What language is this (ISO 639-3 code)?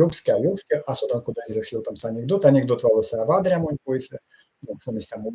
myv